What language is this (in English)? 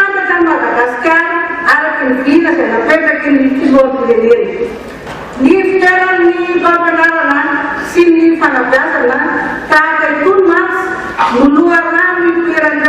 Malagasy